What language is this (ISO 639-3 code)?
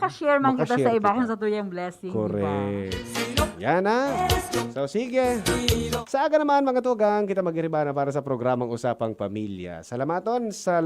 bik